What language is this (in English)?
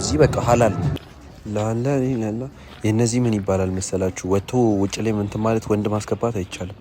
Amharic